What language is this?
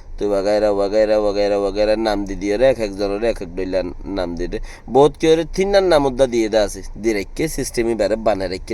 Rohingya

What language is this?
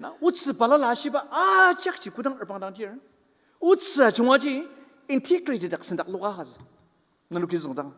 Ao Naga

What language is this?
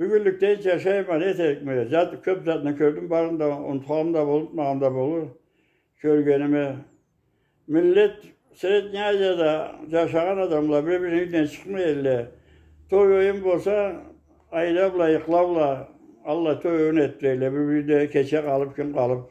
Karachay-Balkar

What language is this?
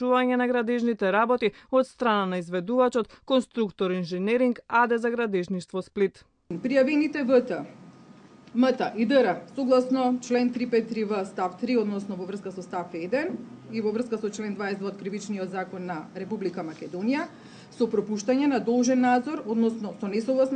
Macedonian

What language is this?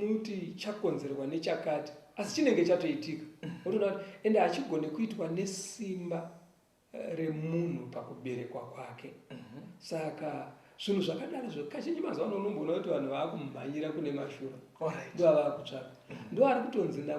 Shona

